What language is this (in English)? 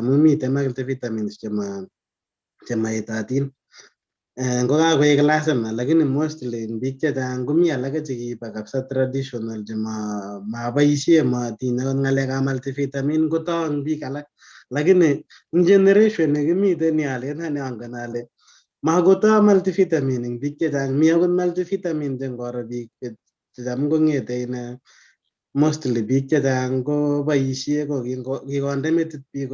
Kalenjin